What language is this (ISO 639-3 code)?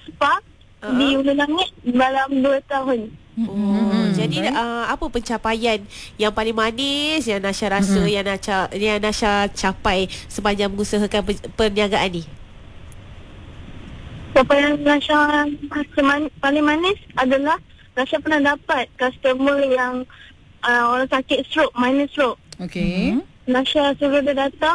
msa